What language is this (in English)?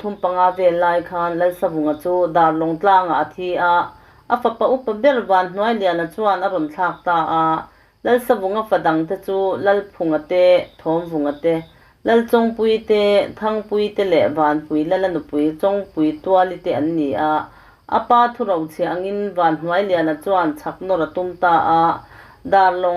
Mizo